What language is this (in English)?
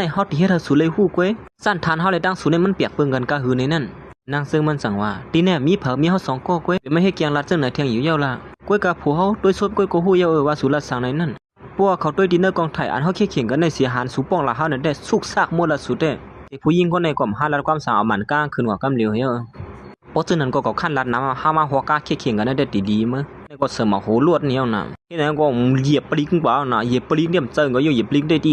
Shan